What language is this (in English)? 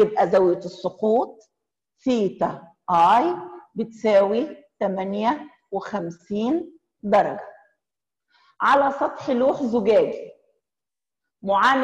Egyptian Arabic